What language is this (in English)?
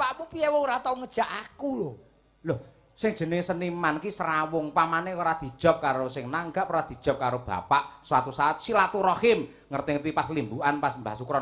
Javanese